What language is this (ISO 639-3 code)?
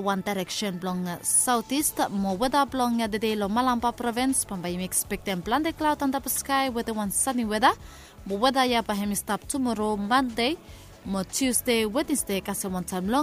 bis